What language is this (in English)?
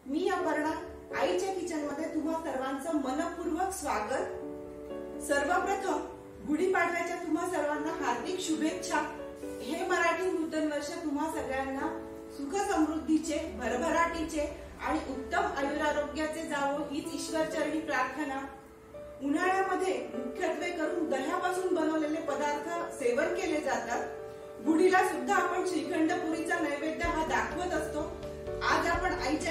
Marathi